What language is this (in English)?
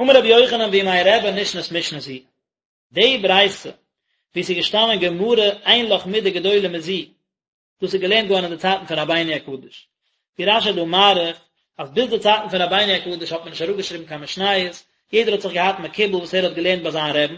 Yiddish